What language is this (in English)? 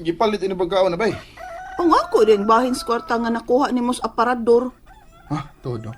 Cebuano